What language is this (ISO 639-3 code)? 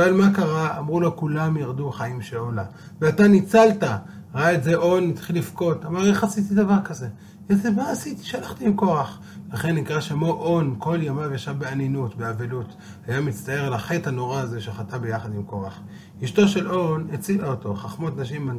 heb